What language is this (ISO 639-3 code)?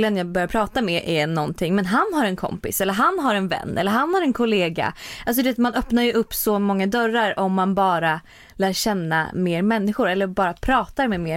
swe